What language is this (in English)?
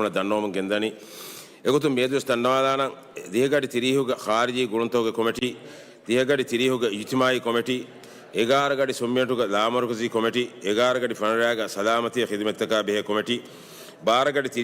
Divehi